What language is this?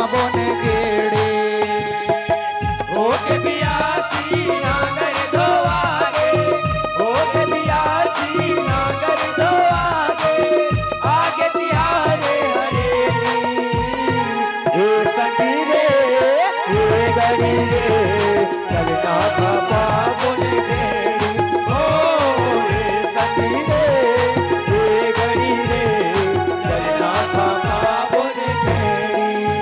Chhattisgarhi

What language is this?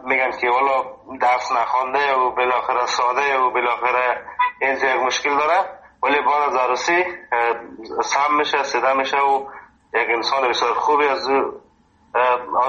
Persian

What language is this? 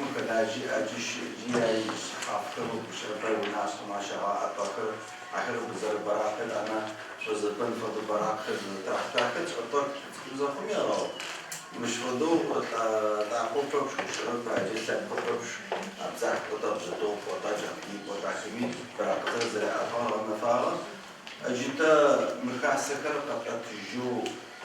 Adyghe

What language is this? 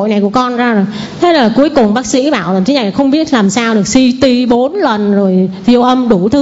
Vietnamese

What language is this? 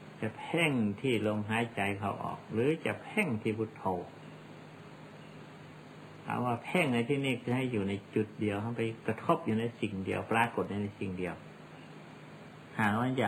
Thai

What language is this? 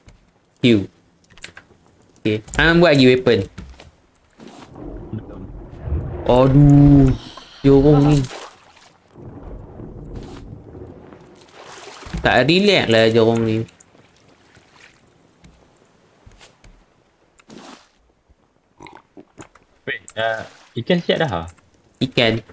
Malay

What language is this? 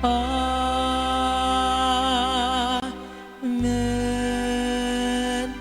Cebuano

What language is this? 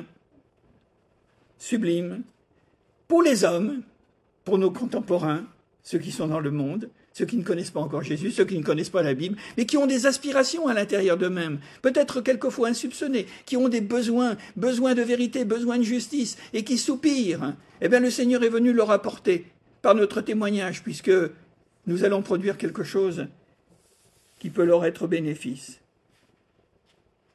French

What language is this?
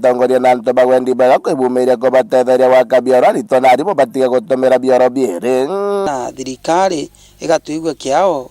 Meru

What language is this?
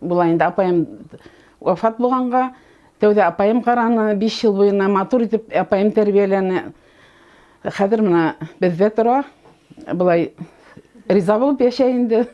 Bashkir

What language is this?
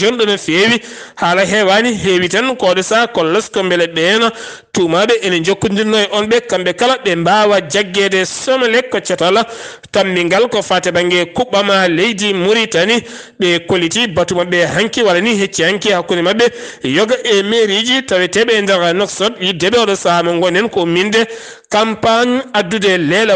Fula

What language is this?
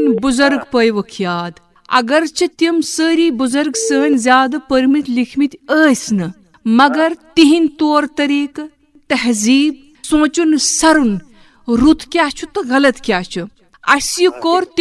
Kashmiri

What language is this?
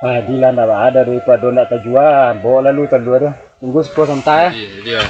Minangkabau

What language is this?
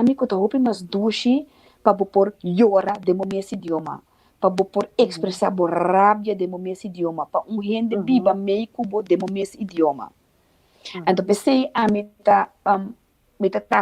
Papiamento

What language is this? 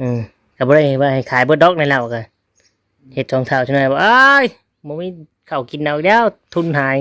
Northeastern Thai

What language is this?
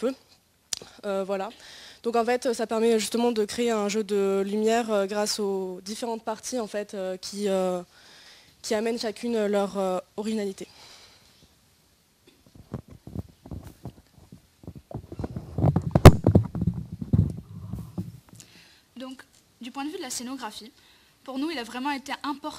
French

